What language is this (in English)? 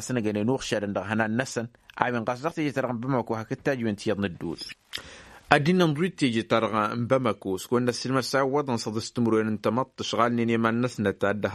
Tamasheq